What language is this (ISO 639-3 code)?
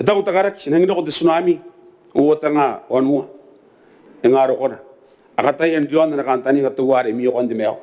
gil